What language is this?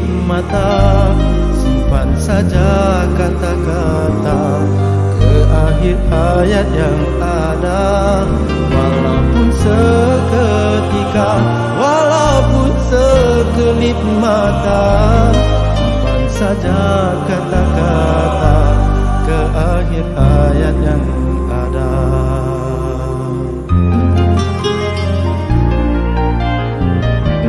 Malay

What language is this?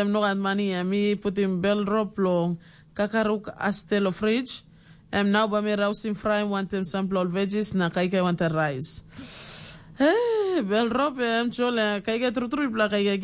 Tok Pisin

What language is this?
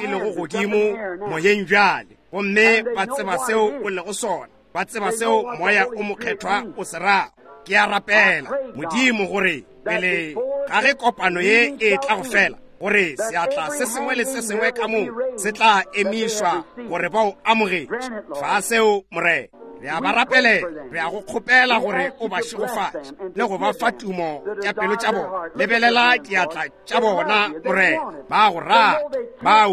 Northern Sotho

